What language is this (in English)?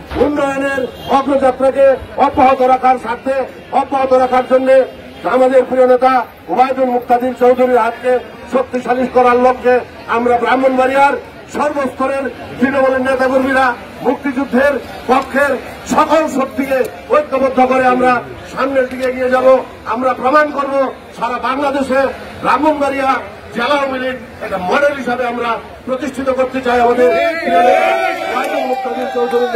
Bangla